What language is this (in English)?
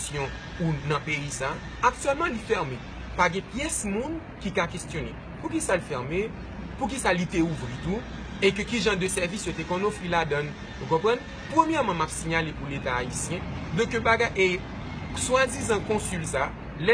Haitian Creole